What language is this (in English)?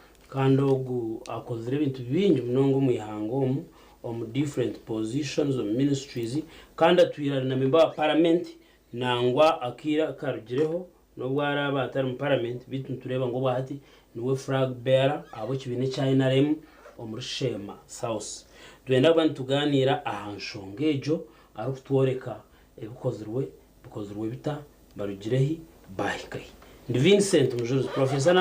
Nyankole